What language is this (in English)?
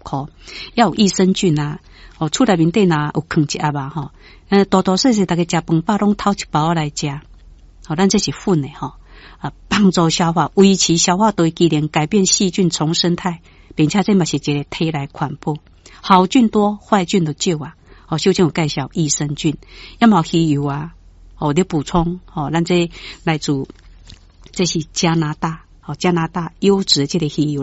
Min Nan Chinese